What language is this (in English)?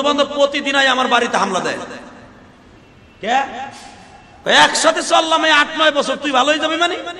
Bangla